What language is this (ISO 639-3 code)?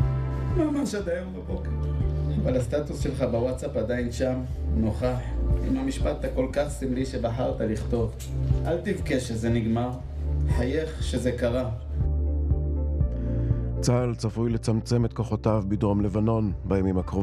heb